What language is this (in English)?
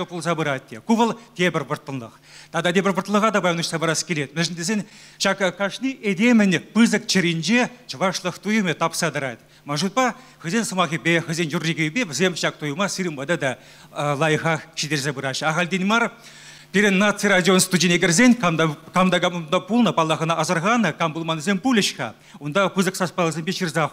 Chuvash